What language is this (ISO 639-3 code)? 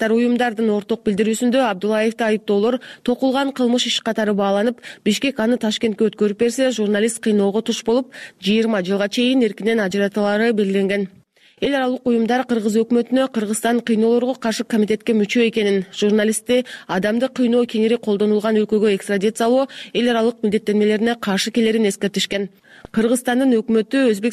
kir